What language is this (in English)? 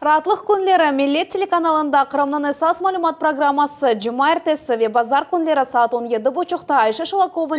Crimean Tatar